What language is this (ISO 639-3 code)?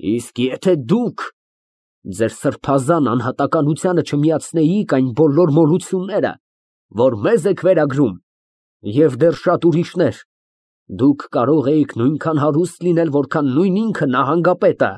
hye